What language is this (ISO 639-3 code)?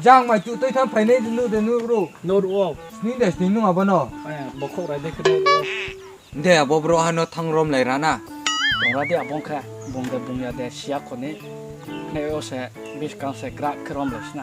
ria